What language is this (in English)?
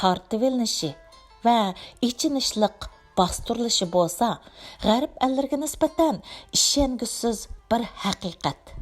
Uyghur